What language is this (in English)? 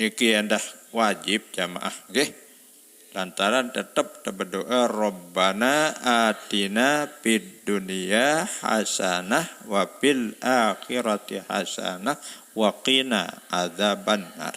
Sasak